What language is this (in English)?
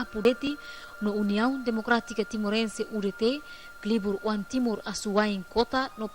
Tetum